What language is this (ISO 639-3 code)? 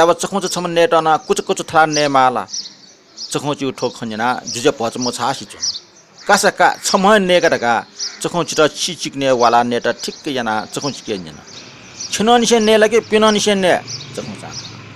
new